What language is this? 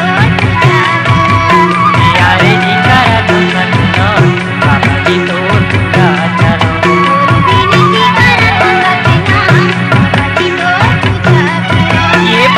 Chhattisgarhi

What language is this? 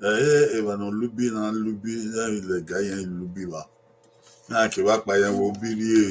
Bini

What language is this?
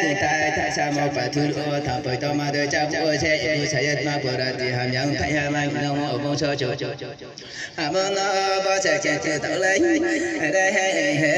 Riang (India)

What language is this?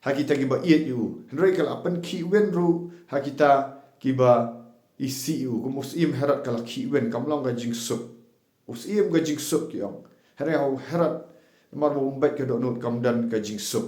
Khasi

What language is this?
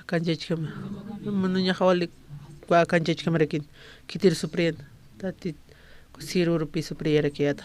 Aymara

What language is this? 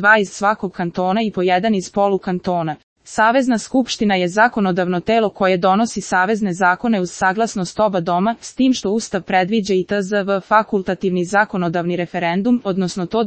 Serbian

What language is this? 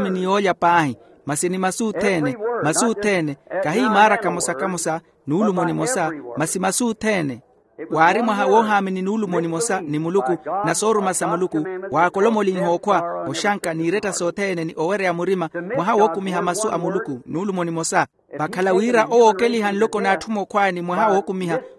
Makhuwa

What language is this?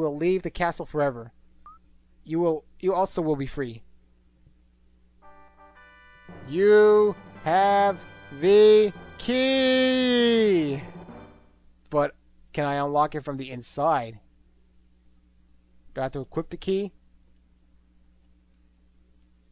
English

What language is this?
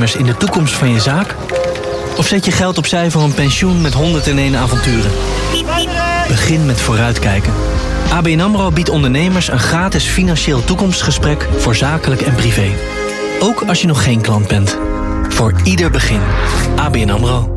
Dutch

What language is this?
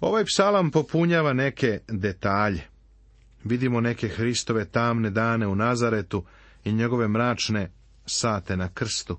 Serbian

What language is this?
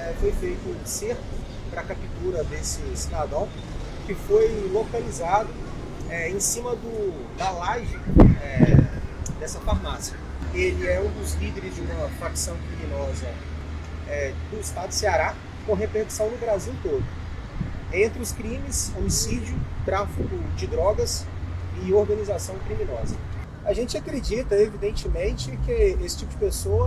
Portuguese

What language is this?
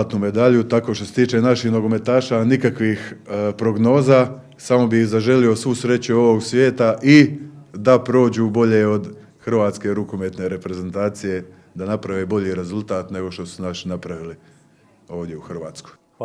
Croatian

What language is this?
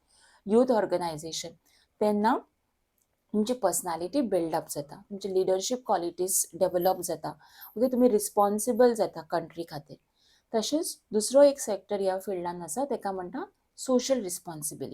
Konkani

